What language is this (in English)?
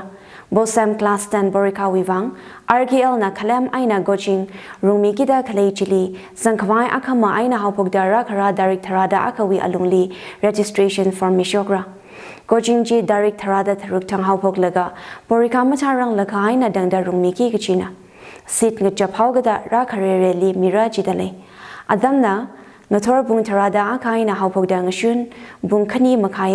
Tangkhul Naga (India)